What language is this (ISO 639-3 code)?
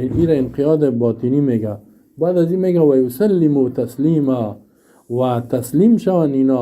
fas